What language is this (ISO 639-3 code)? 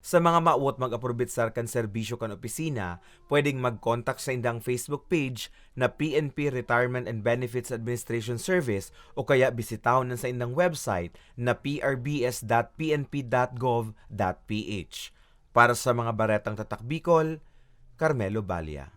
bik